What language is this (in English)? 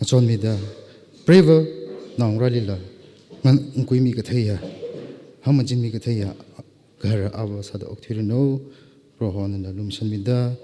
Tangkhul Naga (India)